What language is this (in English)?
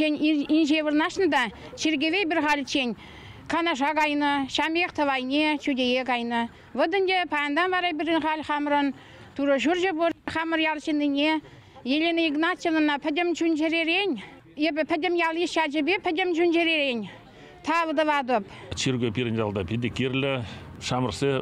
Chuvash